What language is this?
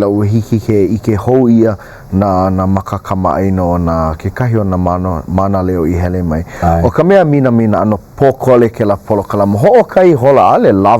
Hawaiian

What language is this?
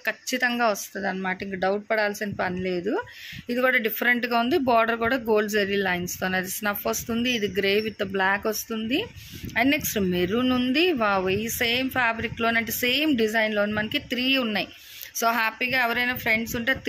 Telugu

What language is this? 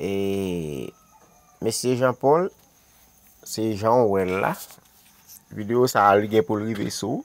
Haitian Creole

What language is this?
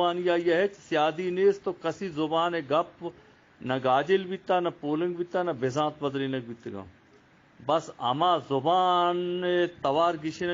Eastern Balochi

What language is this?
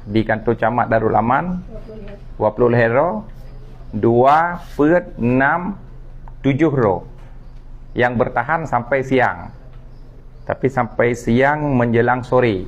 Achinese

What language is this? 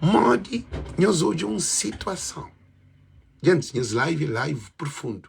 Kabuverdianu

